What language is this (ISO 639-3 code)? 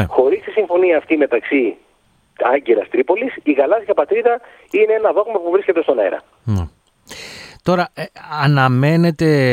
ell